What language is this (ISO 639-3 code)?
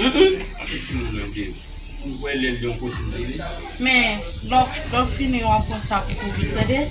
hat